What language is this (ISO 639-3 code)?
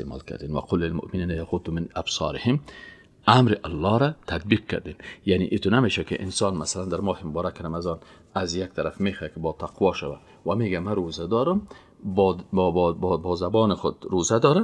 fas